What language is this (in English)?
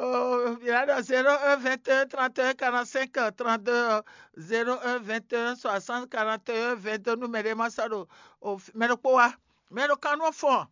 Fon